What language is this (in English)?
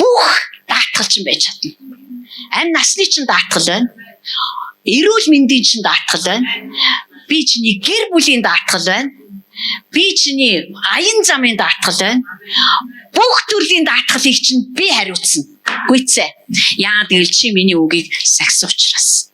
Mongolian